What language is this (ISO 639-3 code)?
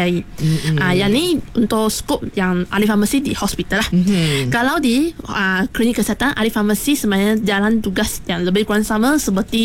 msa